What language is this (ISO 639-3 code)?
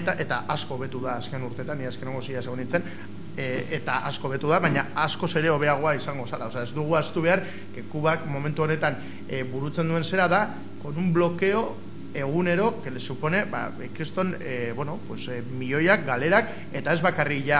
eus